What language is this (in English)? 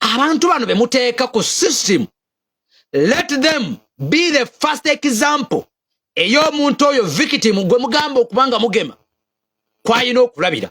Ganda